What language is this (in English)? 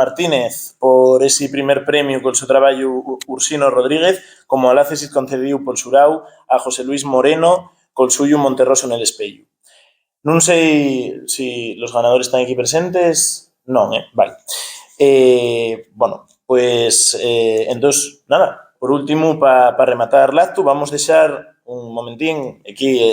Asturian